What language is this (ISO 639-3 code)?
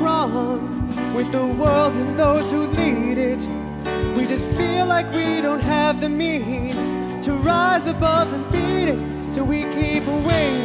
eng